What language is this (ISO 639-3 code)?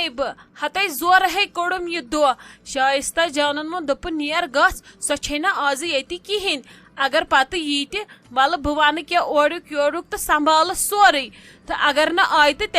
kas